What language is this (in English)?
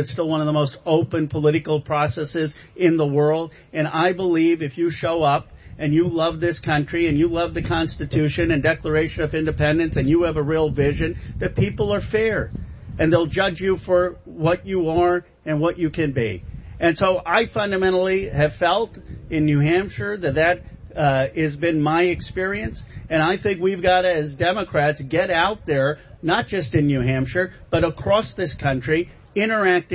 English